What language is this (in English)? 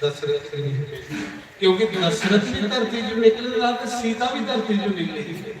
Dogri